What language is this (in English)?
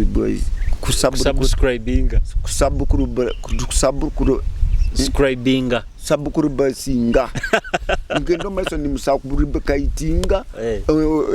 Nyoro